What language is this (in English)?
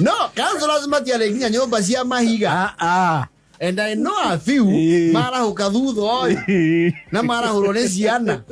Kikuyu